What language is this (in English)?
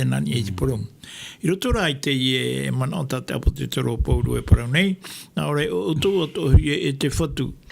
Tahitian